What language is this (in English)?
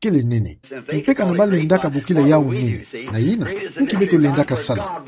Kituba (Democratic Republic of Congo)